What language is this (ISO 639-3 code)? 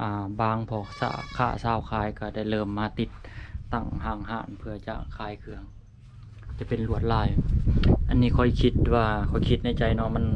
lao